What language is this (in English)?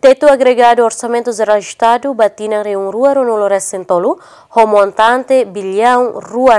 Tetum